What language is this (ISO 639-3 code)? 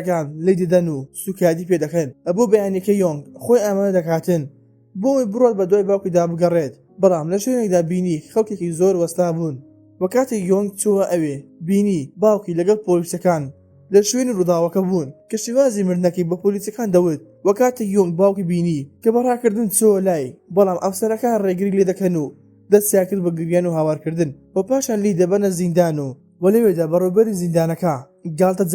ckb